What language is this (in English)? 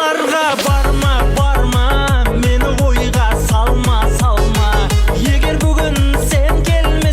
Kara-Kalpak